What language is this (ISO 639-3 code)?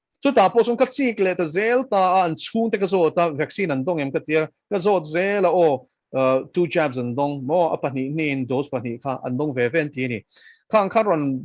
lus